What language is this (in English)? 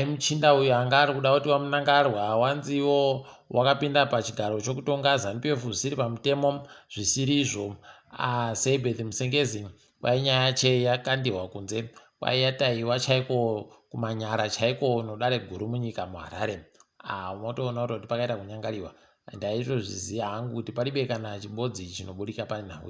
Ndau